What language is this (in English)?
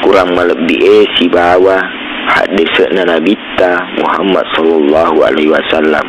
Buginese